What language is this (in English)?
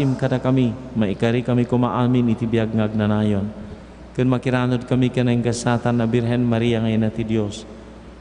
Iloko